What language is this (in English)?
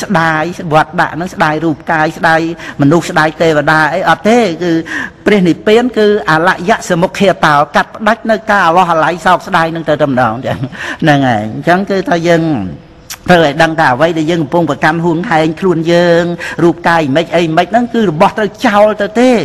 Khmer